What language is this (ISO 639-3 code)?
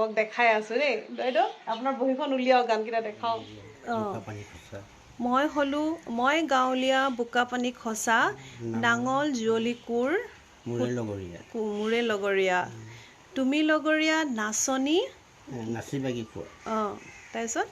asm